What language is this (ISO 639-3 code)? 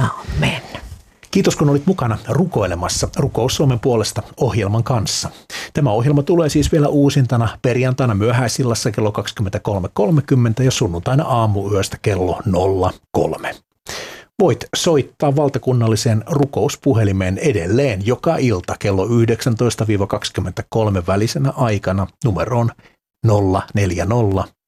fin